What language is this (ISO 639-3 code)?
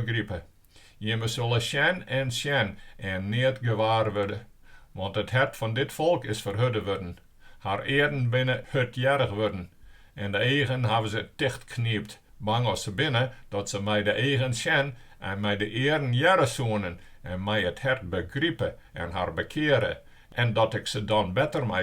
fry